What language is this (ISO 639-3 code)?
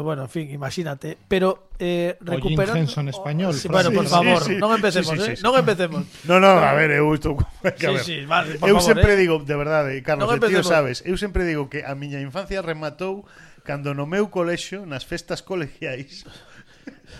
glg